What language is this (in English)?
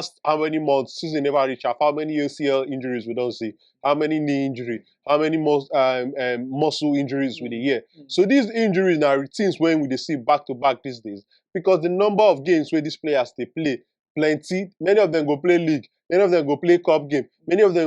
Nigerian Pidgin